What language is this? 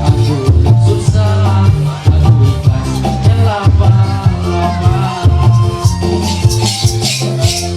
Ma'anyan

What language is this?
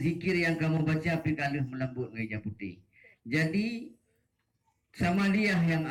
Achinese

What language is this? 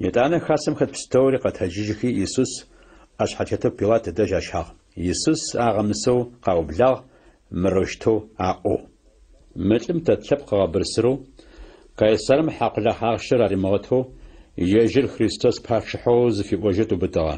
Adyghe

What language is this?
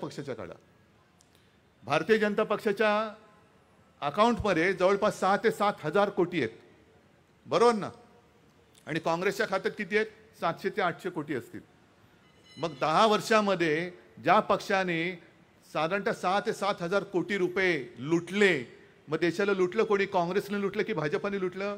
Marathi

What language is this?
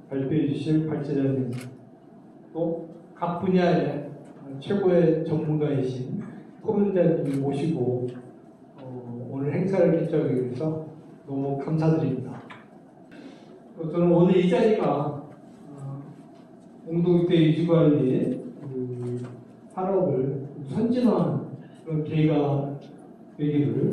Korean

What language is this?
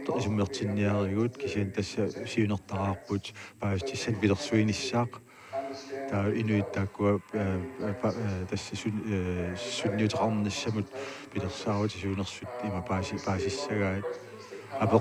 Kalaallisut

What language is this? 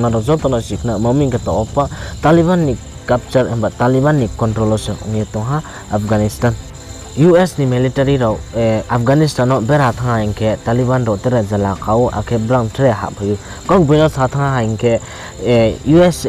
Riang (India)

